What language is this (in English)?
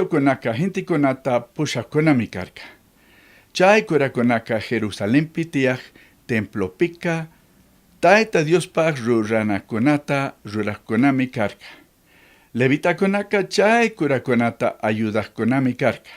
Chimborazo Highland Quichua